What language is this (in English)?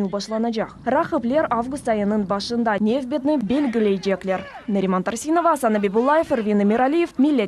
Crimean Tatar